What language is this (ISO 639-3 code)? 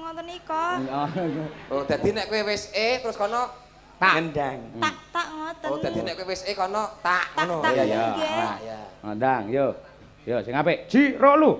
jav